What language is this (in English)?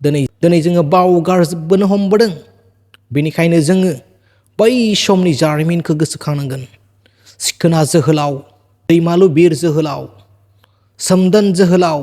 Bodo